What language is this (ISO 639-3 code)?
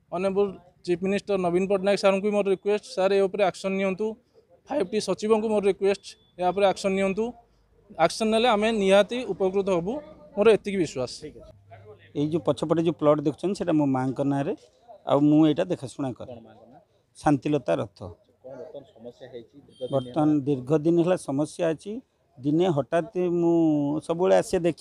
ori